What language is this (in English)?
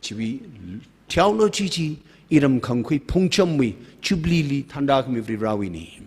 Tangkhul Naga (India)